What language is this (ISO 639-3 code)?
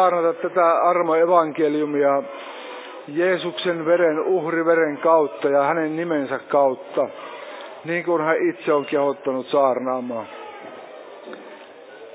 fin